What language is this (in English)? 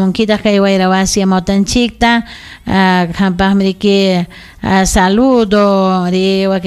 Ayacucho Quechua